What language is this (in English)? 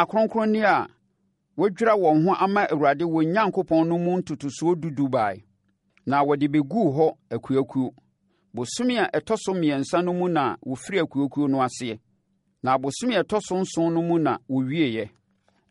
Akan